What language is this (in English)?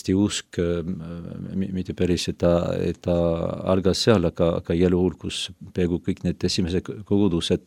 Estonian